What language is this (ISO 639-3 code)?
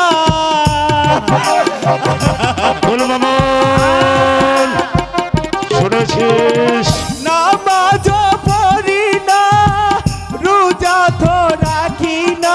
ben